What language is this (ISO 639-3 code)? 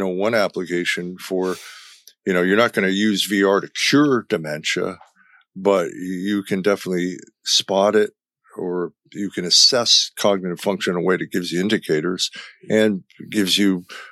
eng